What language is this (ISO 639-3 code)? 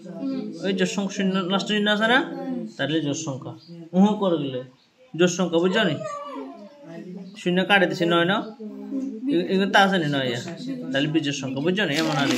ben